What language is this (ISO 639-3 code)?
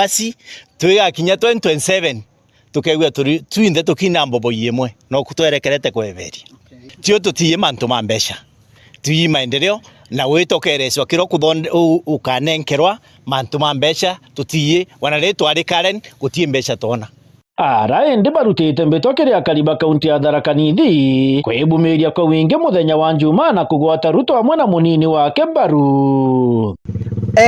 mer